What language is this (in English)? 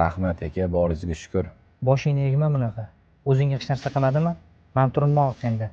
Uzbek